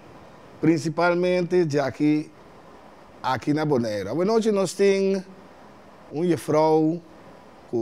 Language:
Papiamento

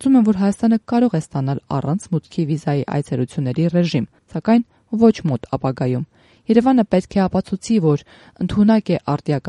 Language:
Armenian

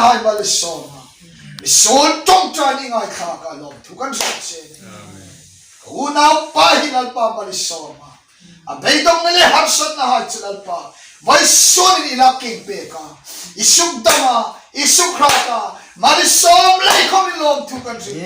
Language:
Hmar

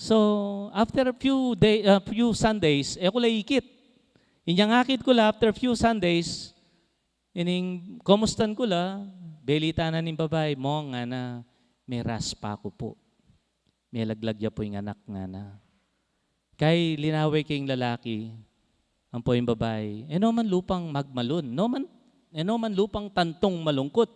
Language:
Pampanga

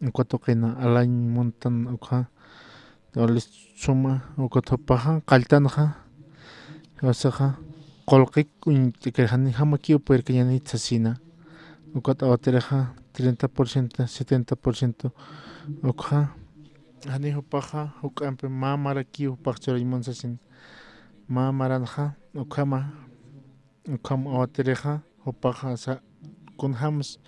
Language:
Aymara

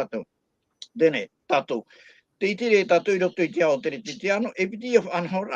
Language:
Tahitian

